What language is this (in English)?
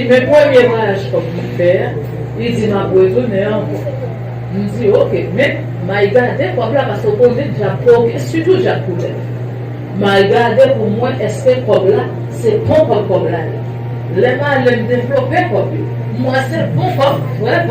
Haitian Creole